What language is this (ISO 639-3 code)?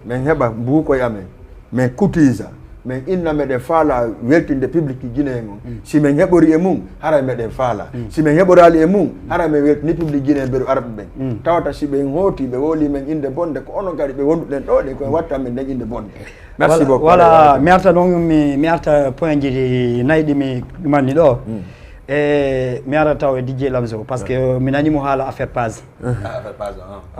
ful